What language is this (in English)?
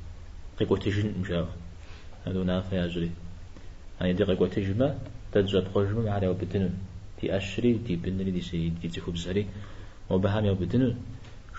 Kabardian